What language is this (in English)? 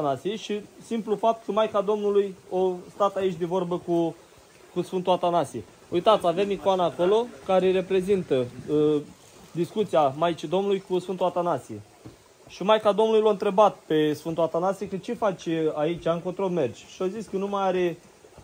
Romanian